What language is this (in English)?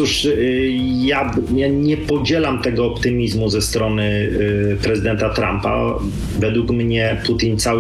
Polish